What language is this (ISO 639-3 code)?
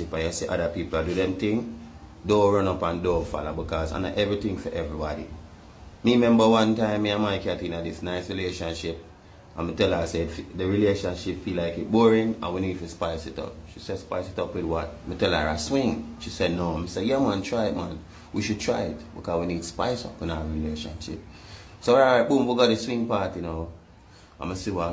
jam